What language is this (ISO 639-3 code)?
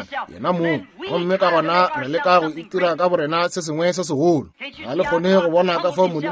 nso